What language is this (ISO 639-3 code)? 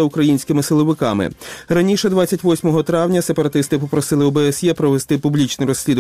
ukr